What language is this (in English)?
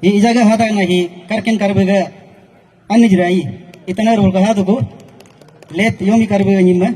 Galo